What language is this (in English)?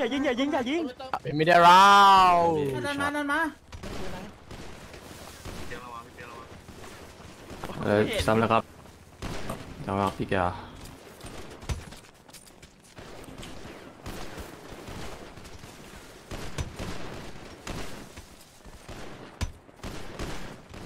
Thai